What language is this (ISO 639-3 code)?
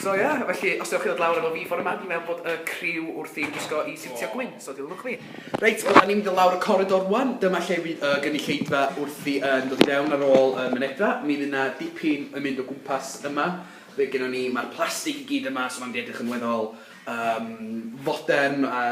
cym